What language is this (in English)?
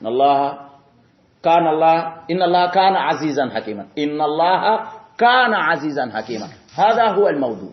Fula